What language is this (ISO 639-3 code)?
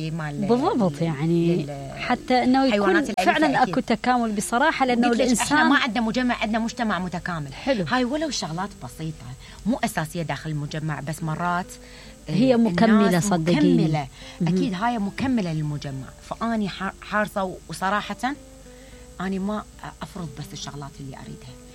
acm